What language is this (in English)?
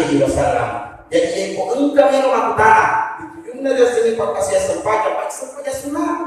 Buginese